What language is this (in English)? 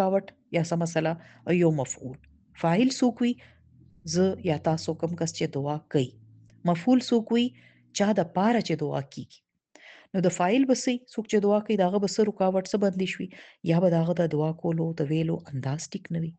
Pashto